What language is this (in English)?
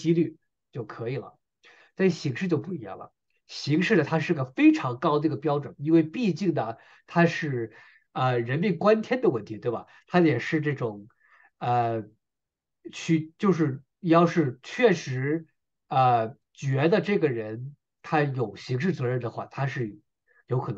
Chinese